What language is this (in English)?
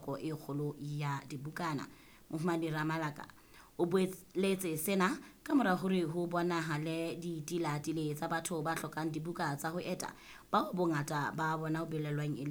Southern Sotho